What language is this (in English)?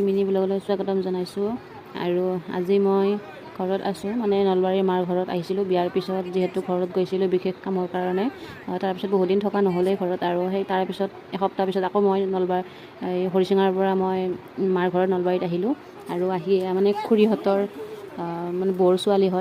Assamese